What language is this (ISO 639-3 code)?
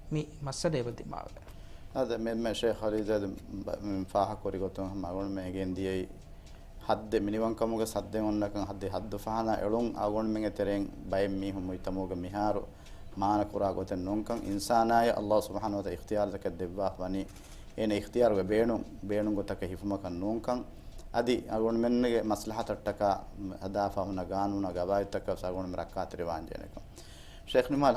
div